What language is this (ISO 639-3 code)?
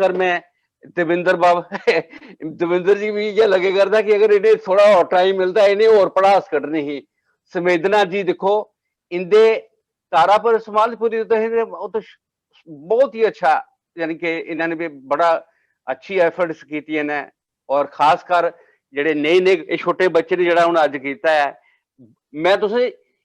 doi